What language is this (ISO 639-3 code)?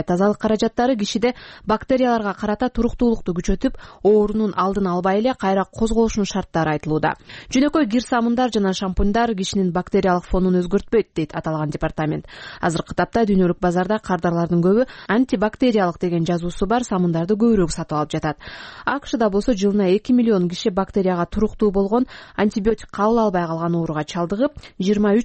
kir